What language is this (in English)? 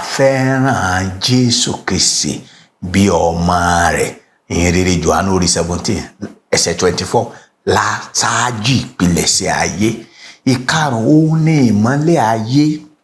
Yoruba